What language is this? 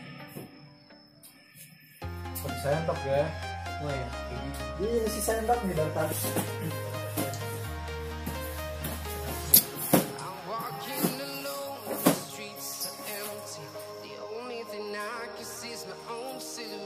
Indonesian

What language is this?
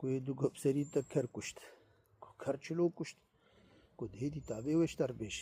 Kurdish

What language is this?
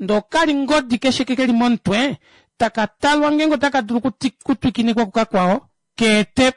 Kuanyama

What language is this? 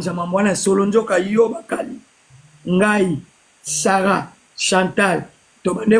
Lingala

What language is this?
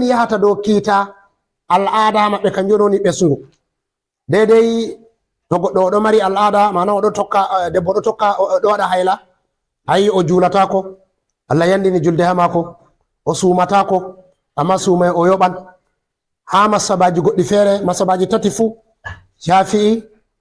Fula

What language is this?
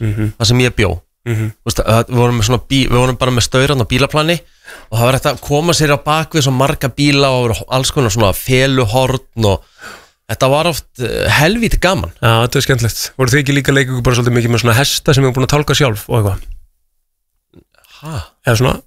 Icelandic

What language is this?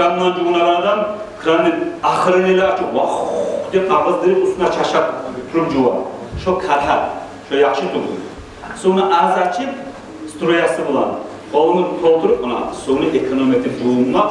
Kumyk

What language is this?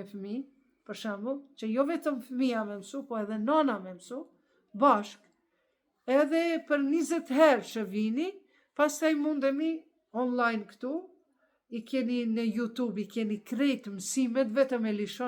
Albanian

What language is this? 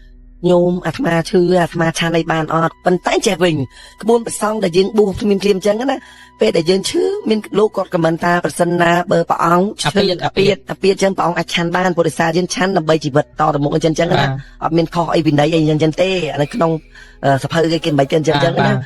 Khmer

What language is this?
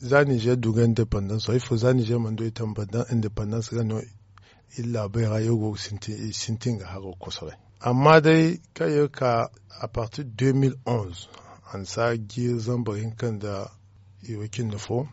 Zarma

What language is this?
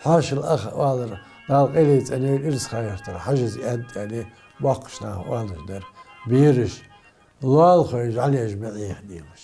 Ingush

